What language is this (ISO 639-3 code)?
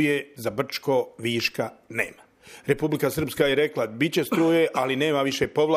bos